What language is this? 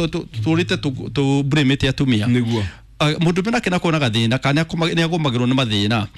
Kikuyu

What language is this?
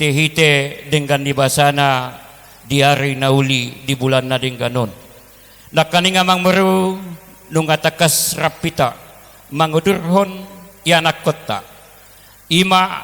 Batak Toba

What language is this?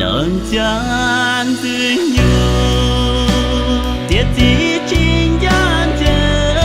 Hmong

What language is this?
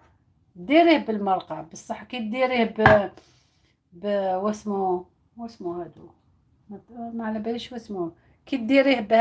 Algerian Arabic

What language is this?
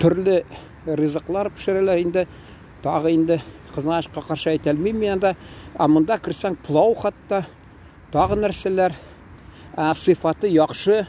Tatar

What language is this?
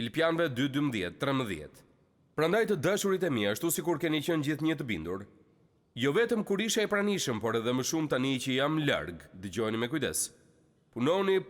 Albanian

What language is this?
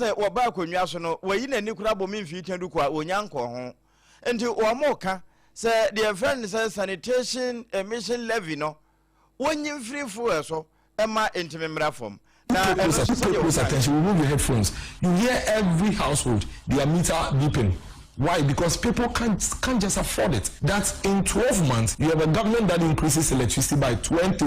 Akan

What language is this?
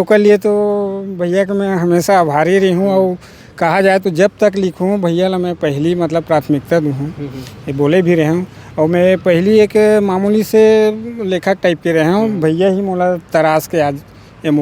Chhattisgarhi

